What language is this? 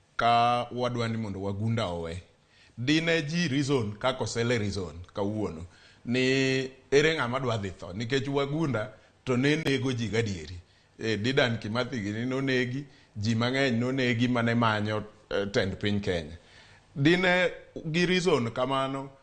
Luo (Kenya and Tanzania)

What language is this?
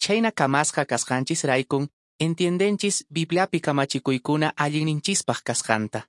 Quechua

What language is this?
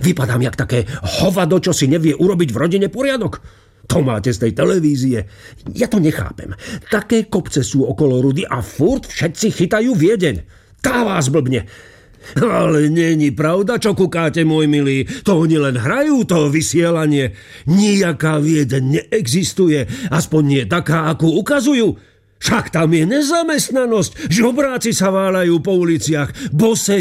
Slovak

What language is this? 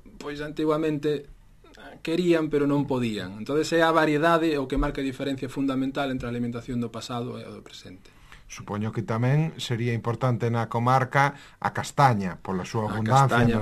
Galician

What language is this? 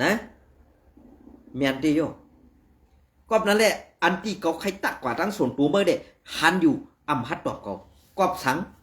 Shan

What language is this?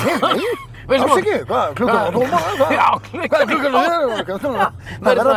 Icelandic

